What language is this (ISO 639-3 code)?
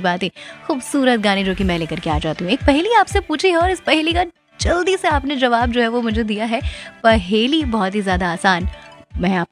hin